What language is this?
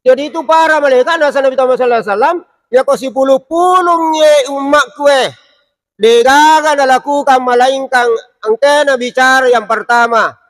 Buginese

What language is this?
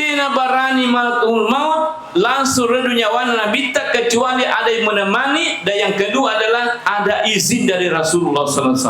Buginese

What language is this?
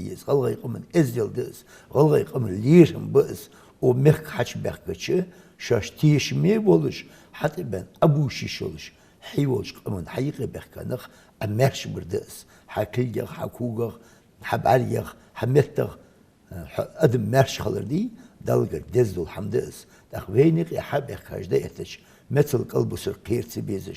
Ingush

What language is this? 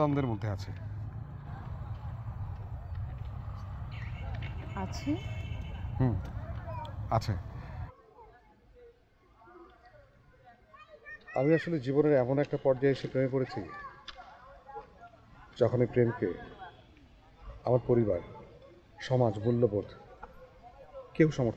Bangla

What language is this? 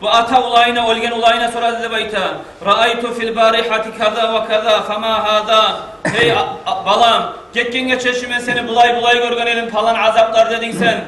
Kumyk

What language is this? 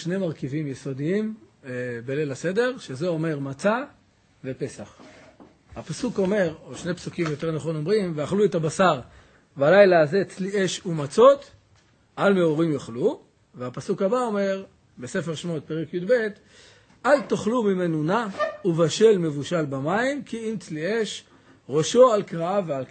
Hebrew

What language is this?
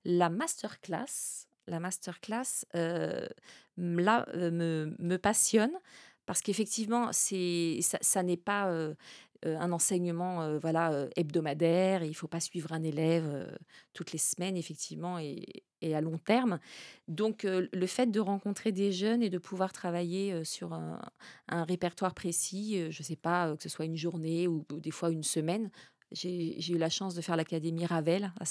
French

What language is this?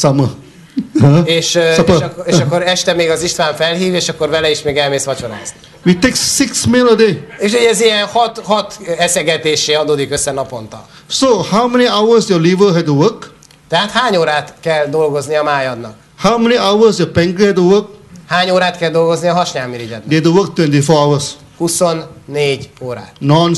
Hungarian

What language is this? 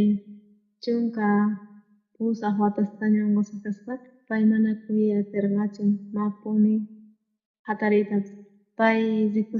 South Bolivian Quechua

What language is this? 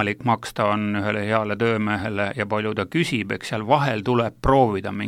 Estonian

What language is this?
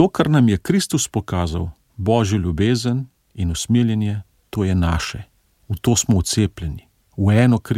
Slovenian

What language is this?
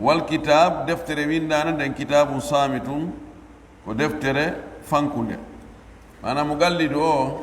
Pular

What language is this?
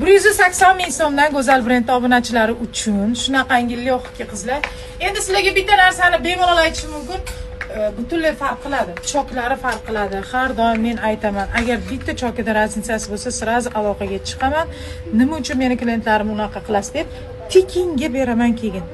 Uzbek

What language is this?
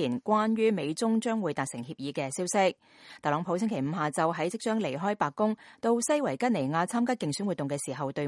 Cantonese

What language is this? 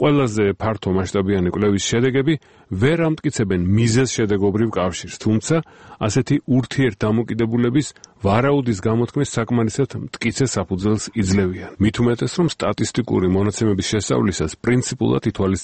Georgian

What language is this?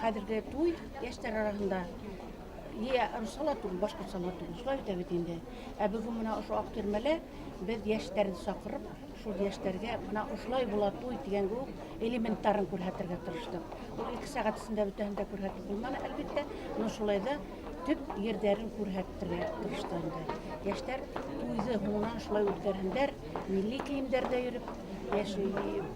Bashkir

